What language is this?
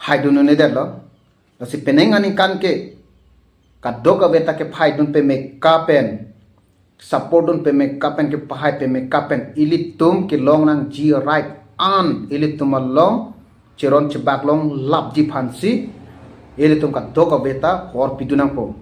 Karbi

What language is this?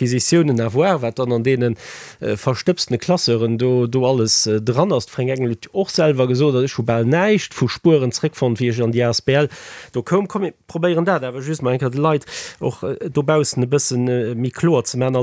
Luxembourgish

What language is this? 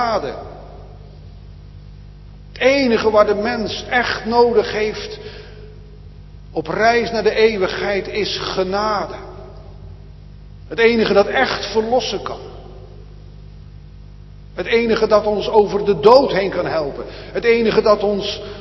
Dutch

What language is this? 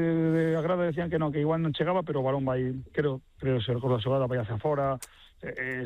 Galician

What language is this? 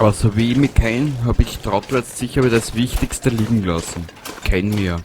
Bavarian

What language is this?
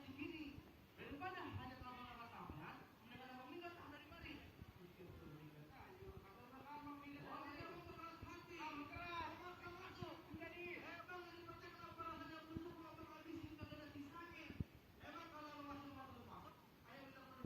Betawi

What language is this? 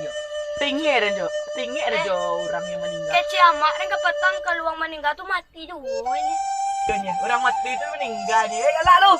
Minangkabau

